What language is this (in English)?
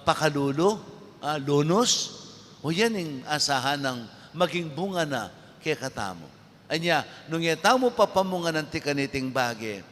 Pampanga